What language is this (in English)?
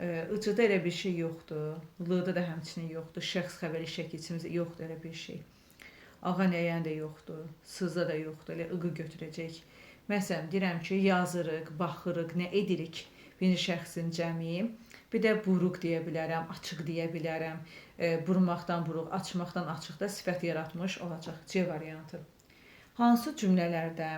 Azerbaijani